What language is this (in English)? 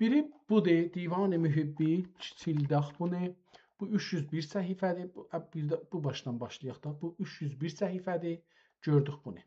South Azerbaijani